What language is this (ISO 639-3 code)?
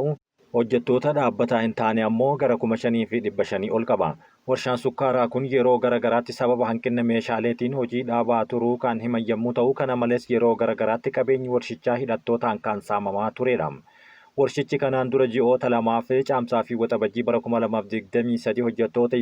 orm